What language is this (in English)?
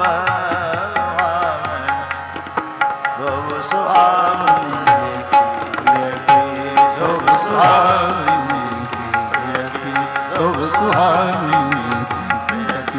Punjabi